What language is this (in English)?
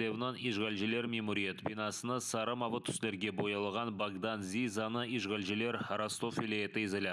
Crimean Tatar